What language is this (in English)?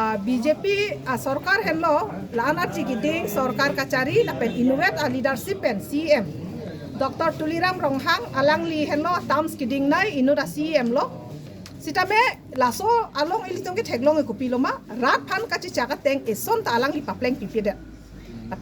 Karbi